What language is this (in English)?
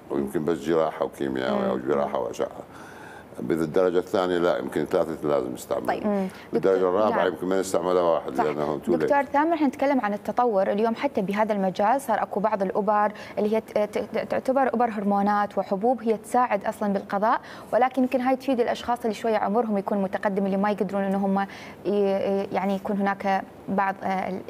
Mesopotamian Arabic